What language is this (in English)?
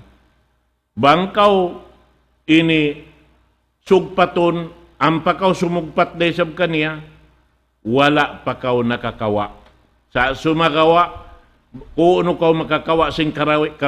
Tausug